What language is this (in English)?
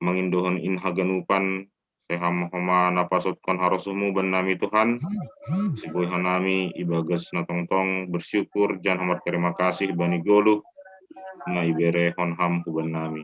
Batak Simalungun